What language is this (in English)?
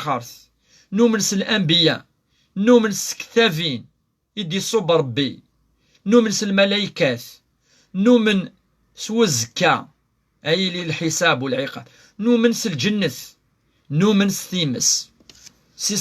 Kabyle